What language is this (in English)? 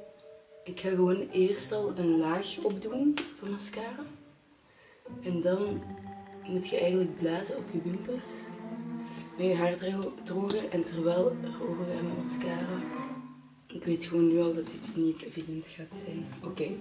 Dutch